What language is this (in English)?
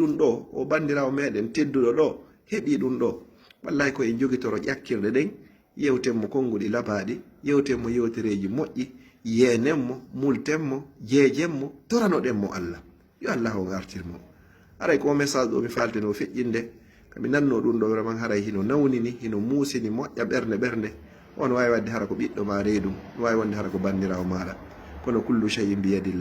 Fula